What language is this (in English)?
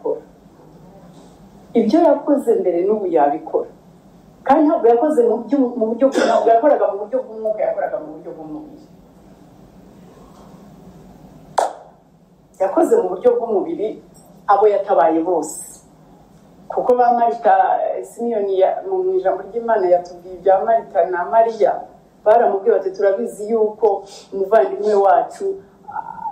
Kinyarwanda